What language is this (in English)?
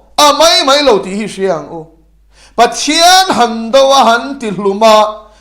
Mizo